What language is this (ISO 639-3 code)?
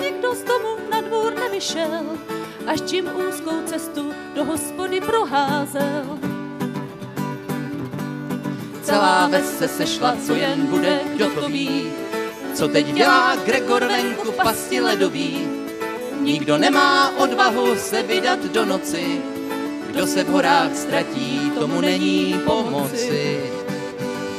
ces